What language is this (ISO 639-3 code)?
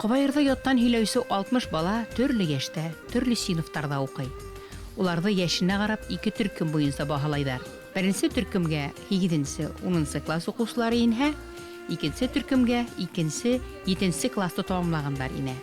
bak